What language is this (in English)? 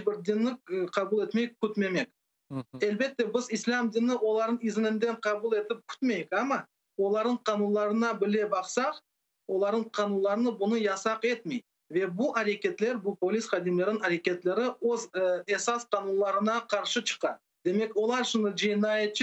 Crimean Tatar